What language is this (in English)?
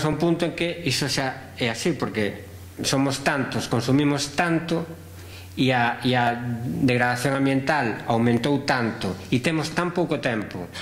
Galician